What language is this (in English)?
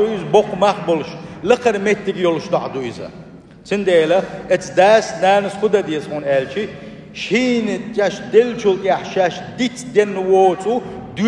Chechen